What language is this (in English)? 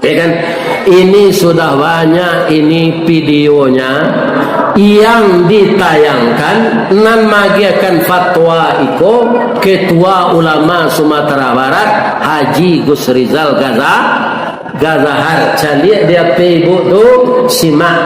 Minangkabau